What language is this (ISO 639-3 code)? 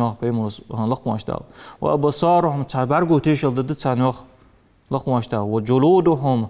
inh